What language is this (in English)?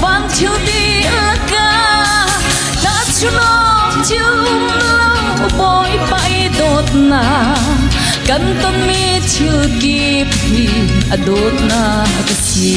Hakha Chin